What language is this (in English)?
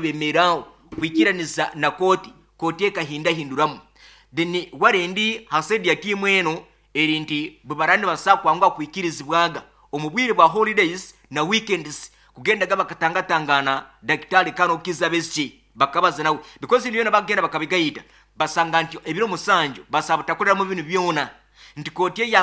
Nyoro